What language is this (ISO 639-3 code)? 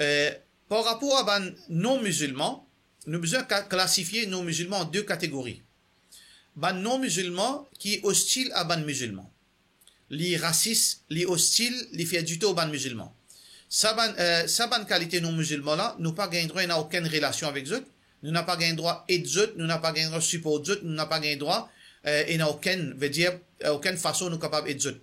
mfe